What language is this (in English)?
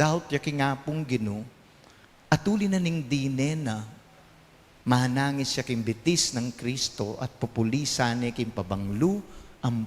Pampanga